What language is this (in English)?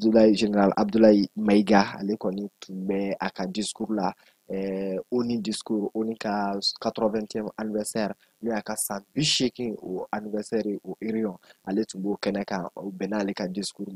Bambara